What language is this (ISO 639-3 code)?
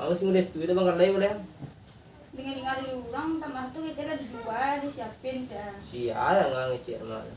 min